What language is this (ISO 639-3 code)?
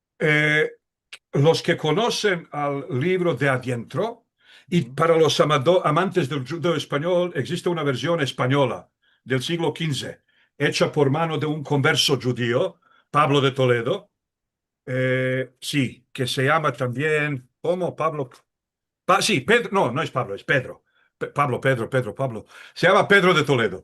lad